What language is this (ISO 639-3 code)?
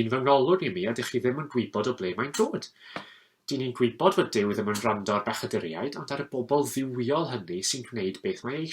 cym